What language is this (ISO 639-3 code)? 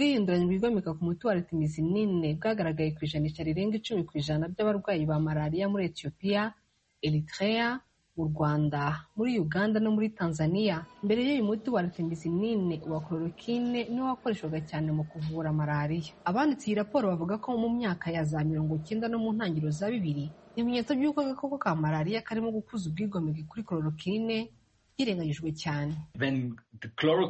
kin